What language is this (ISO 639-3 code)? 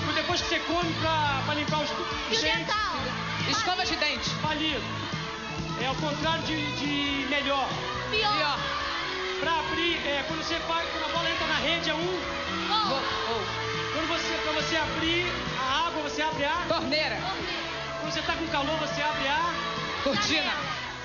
por